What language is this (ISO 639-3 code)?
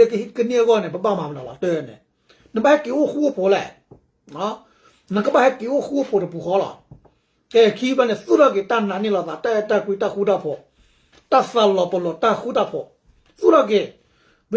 ksw